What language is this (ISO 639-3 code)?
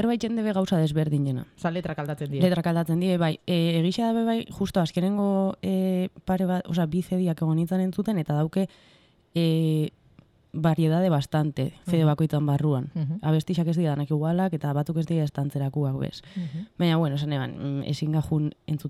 eus